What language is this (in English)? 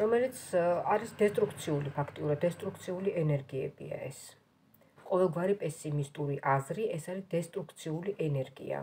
Georgian